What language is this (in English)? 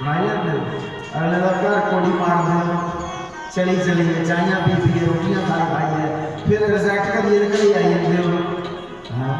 Dogri